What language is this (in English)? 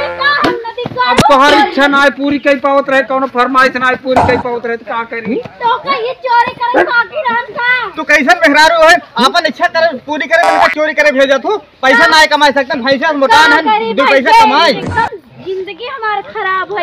Awadhi